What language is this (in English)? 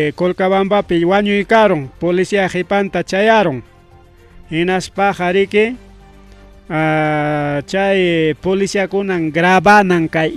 Ayacucho Quechua